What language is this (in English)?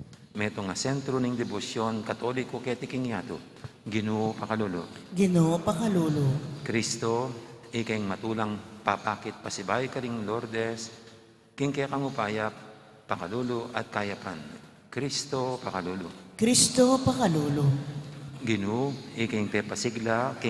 Pampanga